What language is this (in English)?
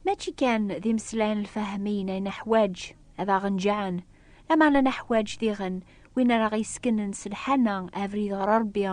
Kabyle